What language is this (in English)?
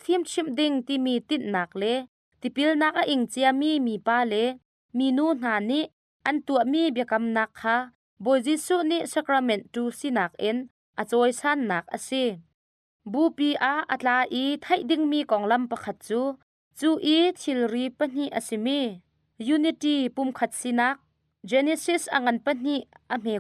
Hakha Chin